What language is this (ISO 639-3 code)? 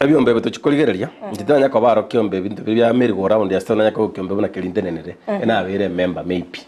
guz